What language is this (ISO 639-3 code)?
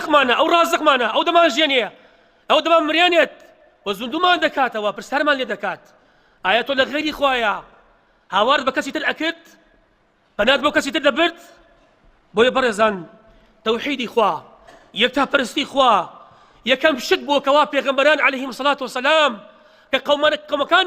ckb